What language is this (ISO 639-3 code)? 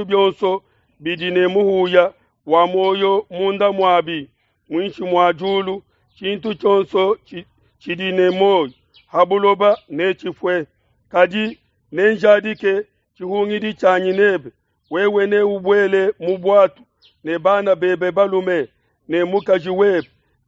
lua